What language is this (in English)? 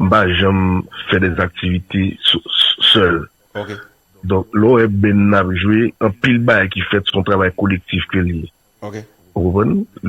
Haitian Creole